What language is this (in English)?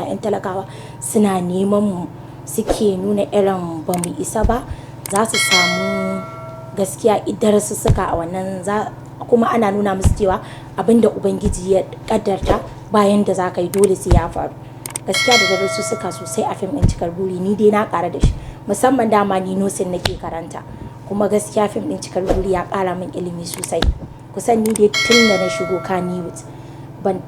Hausa